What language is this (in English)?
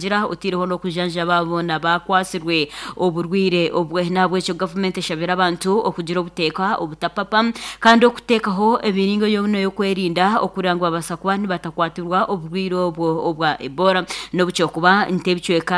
Nyankole